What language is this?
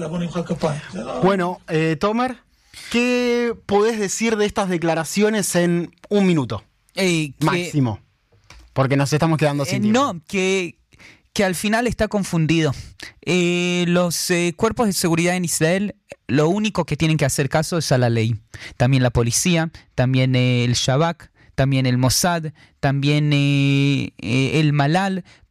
Spanish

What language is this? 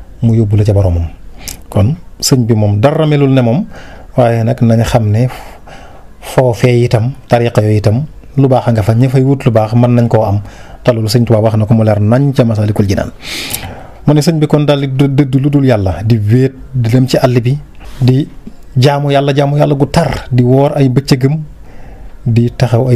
Wolof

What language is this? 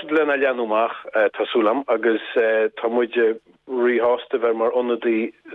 Irish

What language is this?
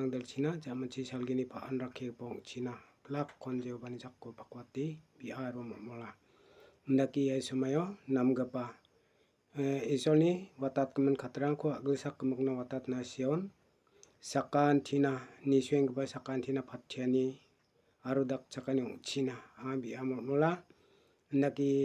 Garo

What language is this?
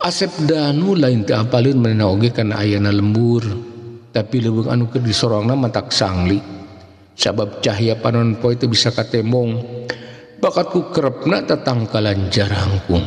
Sundanese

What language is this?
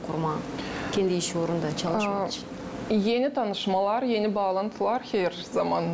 Gagauz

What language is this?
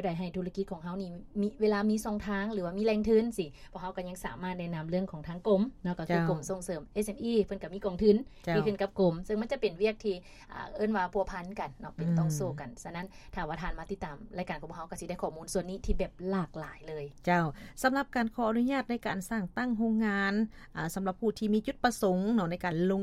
Lao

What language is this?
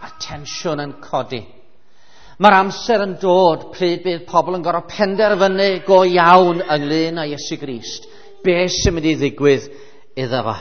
Welsh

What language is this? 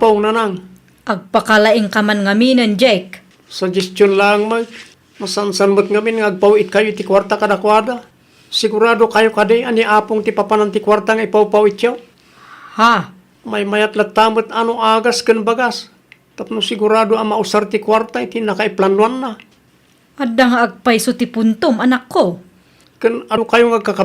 Iloko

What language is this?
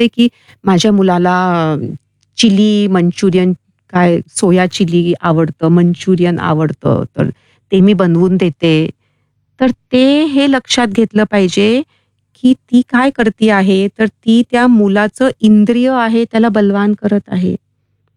Marathi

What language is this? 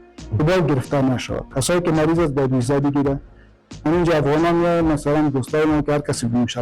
Persian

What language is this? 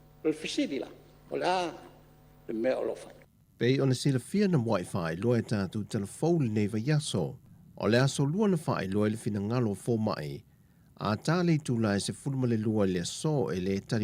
Samoan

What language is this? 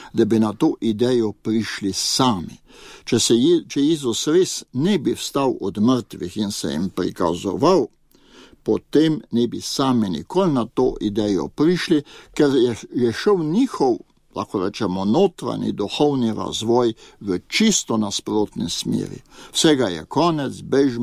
Slovenian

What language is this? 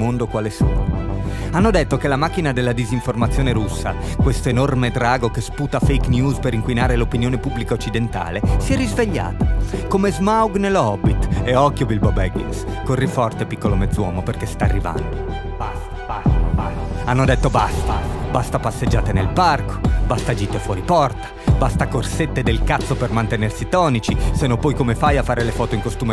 Italian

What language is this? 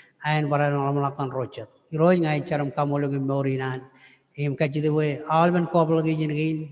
Marshallese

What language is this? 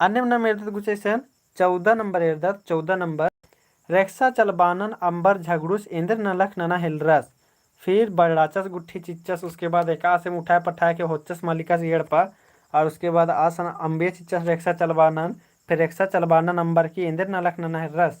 Kurukh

